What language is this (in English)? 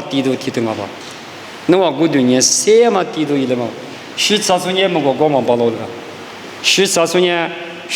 Lisu